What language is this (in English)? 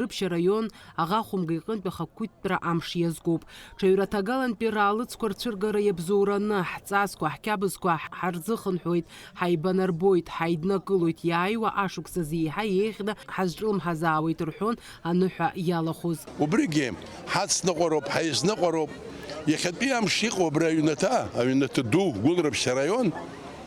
Abkhazian